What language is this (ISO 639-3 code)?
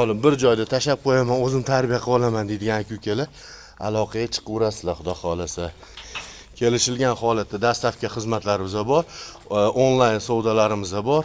uzb